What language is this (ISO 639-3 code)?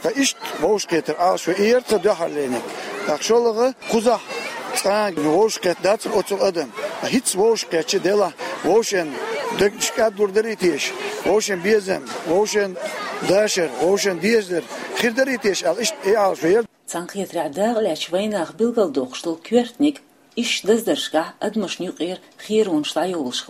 che